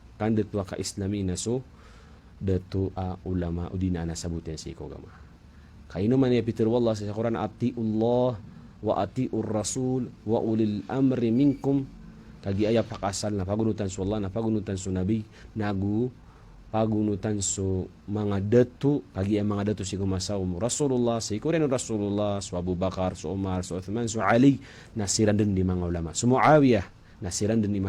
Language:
Maranao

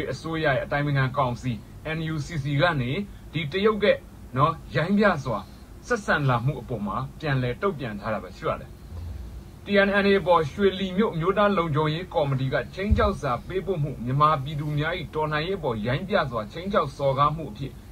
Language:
Burmese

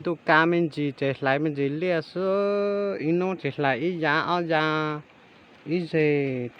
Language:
Hmong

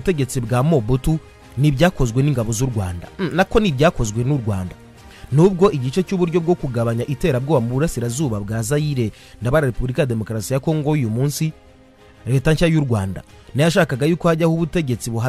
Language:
Kinyarwanda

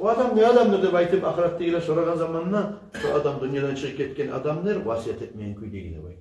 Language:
Kumyk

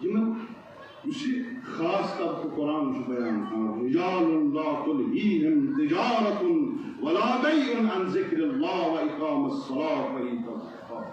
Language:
Kashmiri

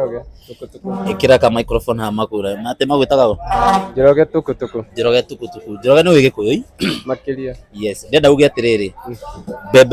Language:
Kikuyu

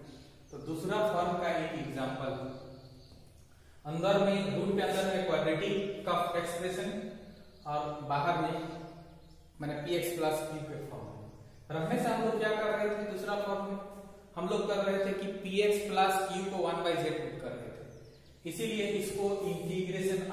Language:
Hindi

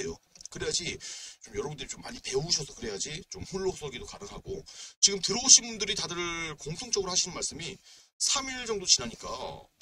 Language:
Korean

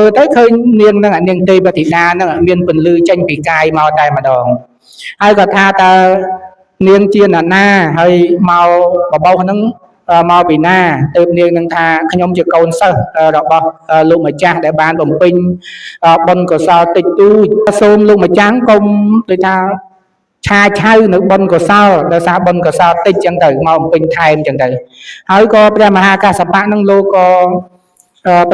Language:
Khmer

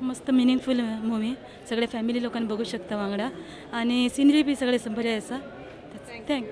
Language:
Konkani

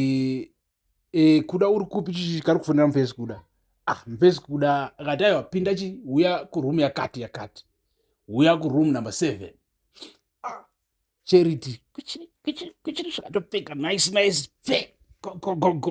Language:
Shona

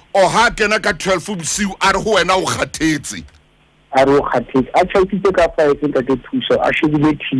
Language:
Southern Sotho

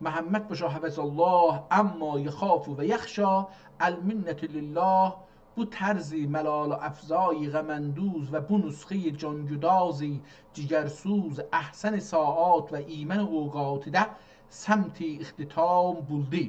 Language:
South Azerbaijani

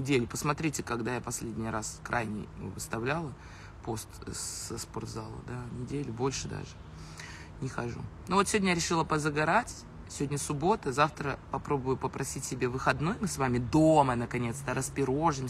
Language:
Russian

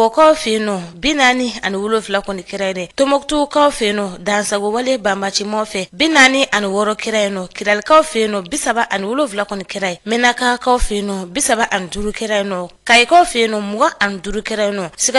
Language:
Bambara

